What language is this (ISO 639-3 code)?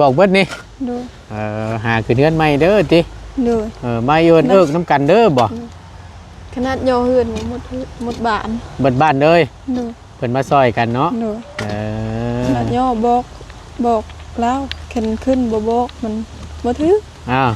tts